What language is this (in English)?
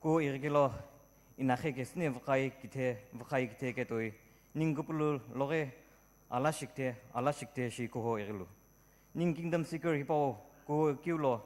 Sumi Naga